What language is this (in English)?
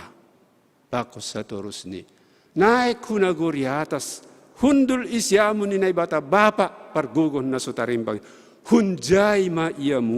Batak Simalungun